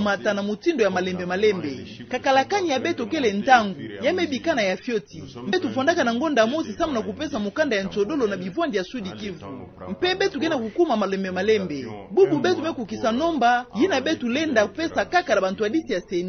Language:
Kituba (Democratic Republic of Congo)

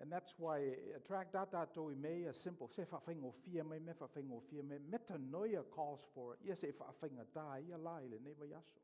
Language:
Samoan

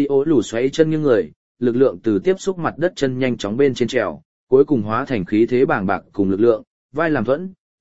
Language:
Vietnamese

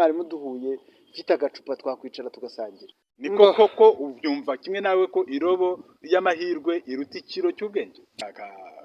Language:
Kinyarwanda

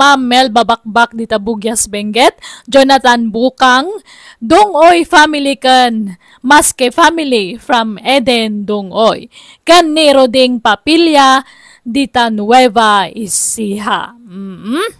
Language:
Iloko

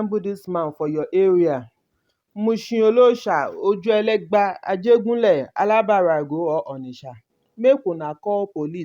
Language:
Nigerian Pidgin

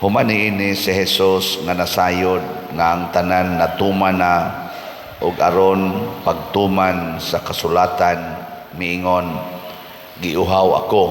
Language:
Cebuano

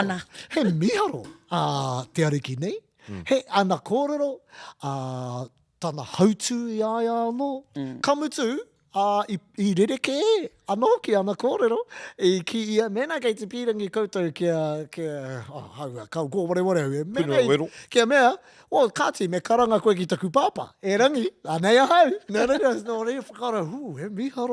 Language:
Māori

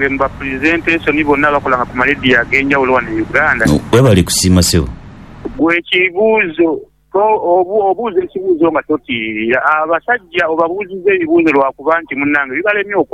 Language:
Ganda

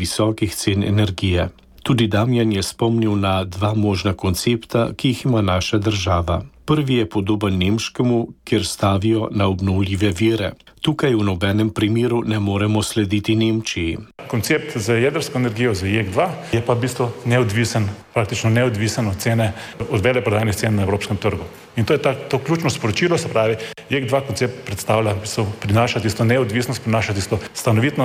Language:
Slovenian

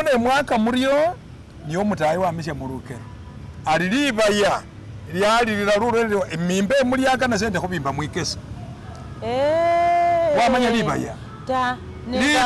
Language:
Masaaba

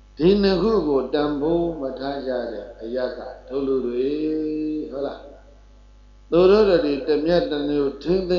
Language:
Burmese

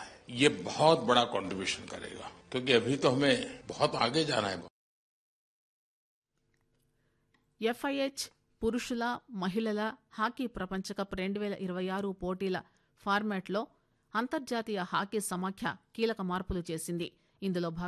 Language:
Telugu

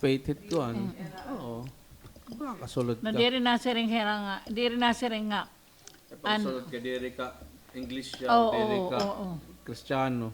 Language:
Waray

